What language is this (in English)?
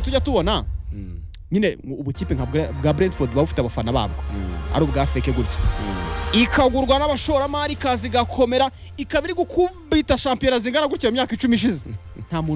Kinyarwanda